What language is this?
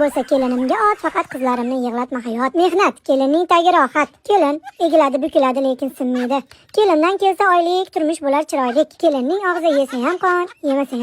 Uzbek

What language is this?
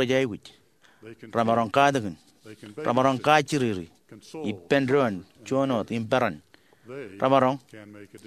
Marshallese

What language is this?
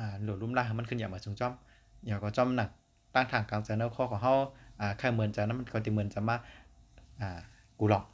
Shan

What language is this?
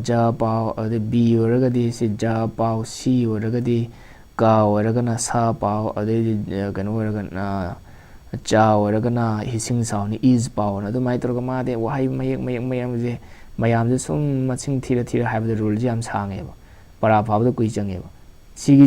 Manipuri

